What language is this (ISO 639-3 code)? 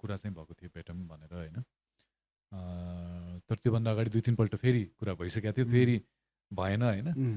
nep